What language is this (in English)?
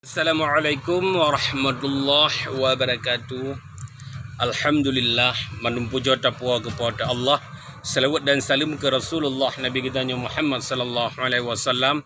Achinese